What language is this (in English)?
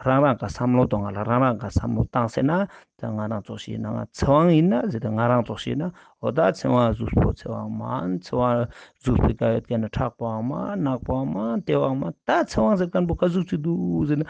Ladakhi